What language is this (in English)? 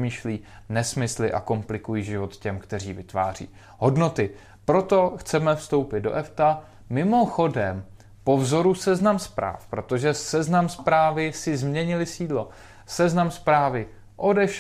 Czech